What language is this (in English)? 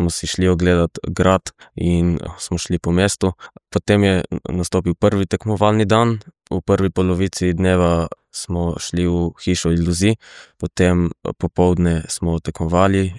Slovenian